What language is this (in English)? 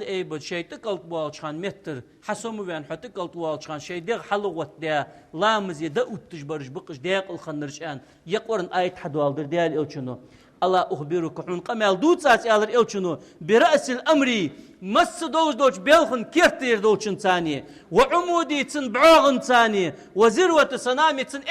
Ingush